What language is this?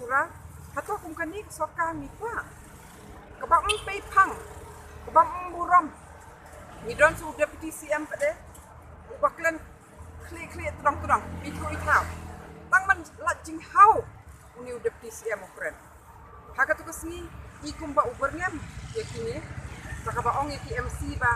Khasi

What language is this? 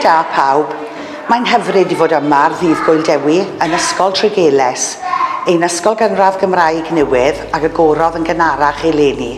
Welsh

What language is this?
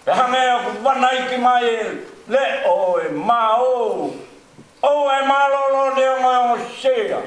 Tongan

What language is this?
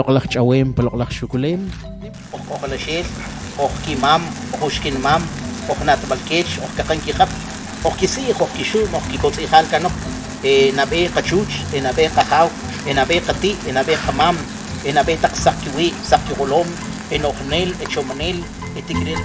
Kʼicheʼ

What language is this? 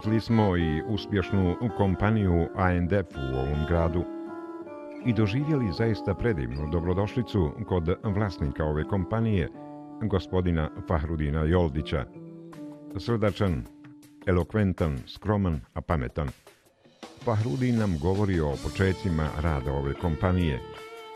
Bosnian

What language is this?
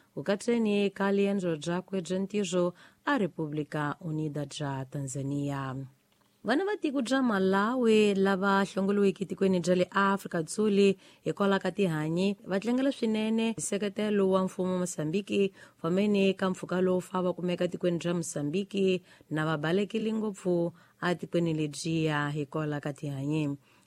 Tsonga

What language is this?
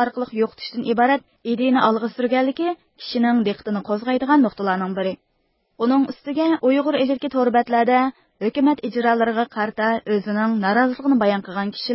Uyghur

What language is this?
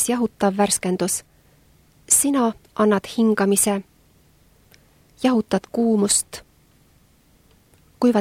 Estonian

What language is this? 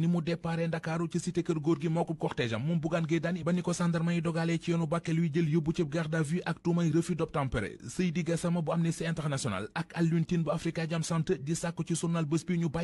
Wolof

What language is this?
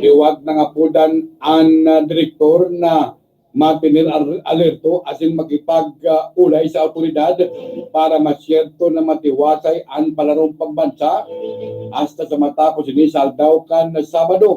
Bikol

